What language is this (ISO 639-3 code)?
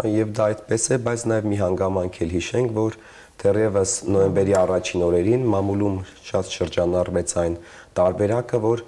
hye